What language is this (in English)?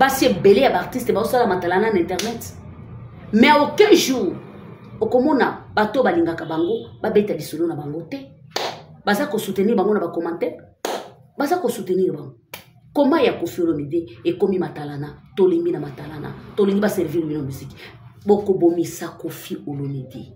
Lingala